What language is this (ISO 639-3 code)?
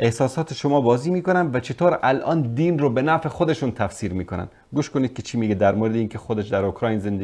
fas